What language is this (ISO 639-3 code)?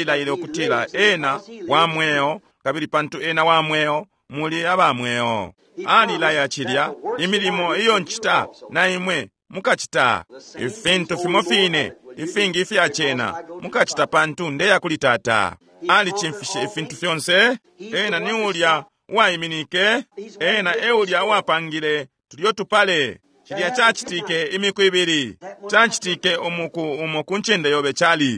bem